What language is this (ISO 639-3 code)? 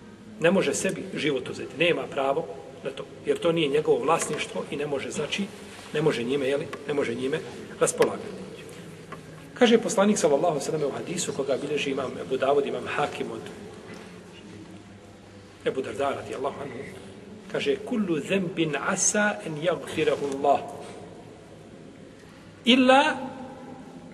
bos